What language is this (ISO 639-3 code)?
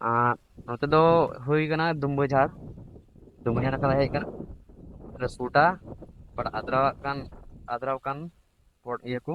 sat